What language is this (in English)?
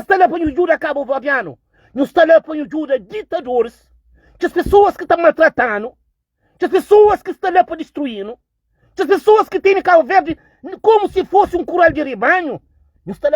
Kabuverdianu